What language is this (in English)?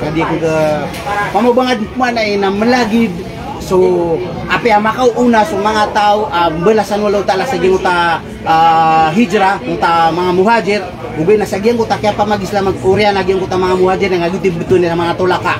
Maranao